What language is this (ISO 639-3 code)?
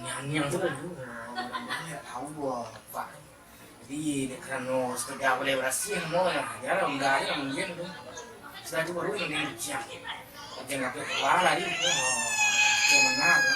min